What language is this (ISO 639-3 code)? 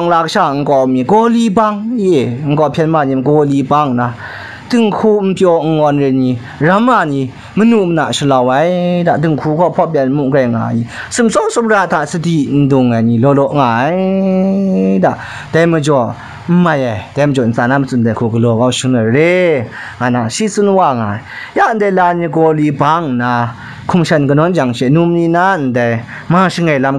kac